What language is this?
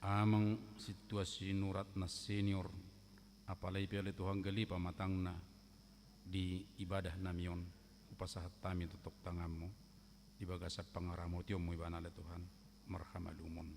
Batak Toba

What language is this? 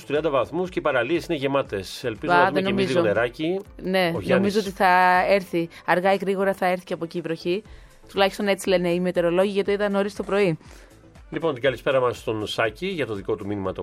Greek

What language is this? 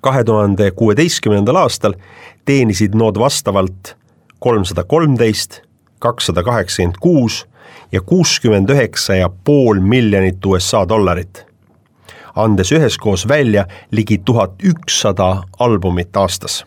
Estonian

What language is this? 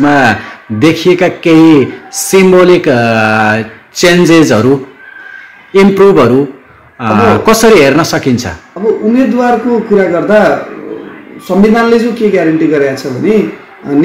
Nepali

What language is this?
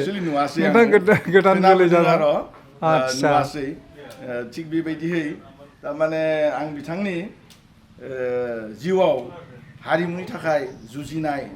Bodo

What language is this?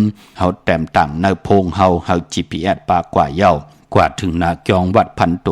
Shan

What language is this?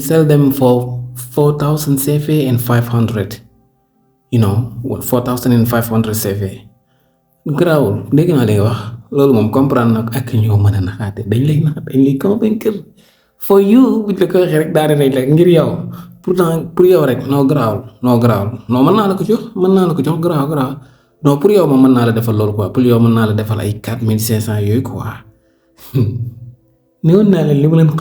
Wolof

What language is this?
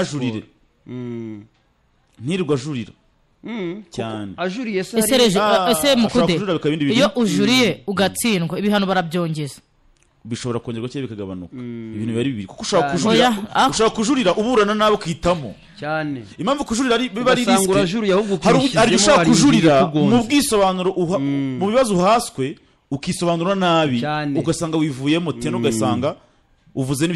Kinyarwanda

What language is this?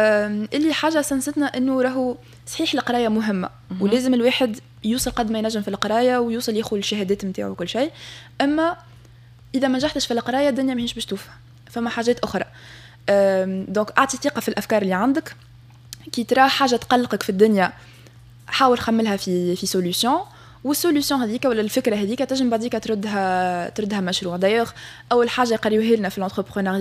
Tunisian Arabic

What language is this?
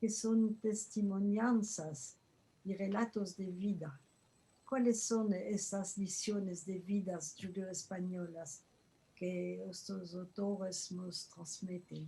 Ladino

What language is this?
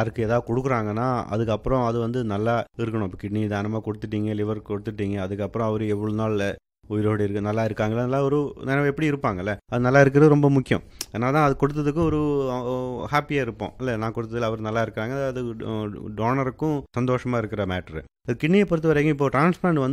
Tamil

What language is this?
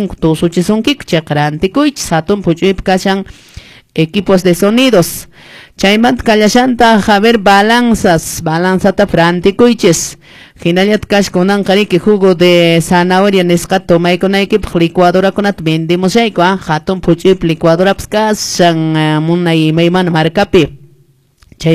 Quechua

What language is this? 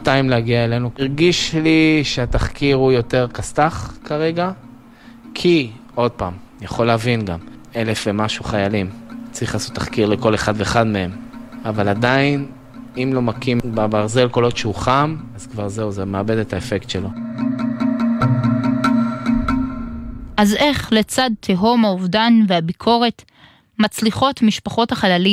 Hebrew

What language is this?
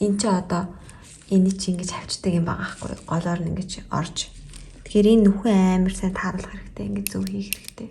Mongolian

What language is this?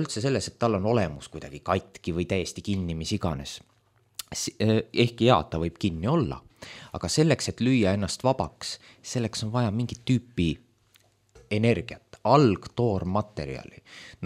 Estonian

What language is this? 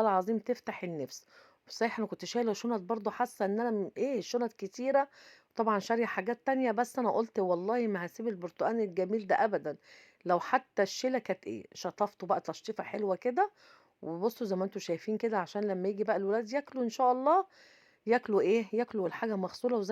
Egyptian Arabic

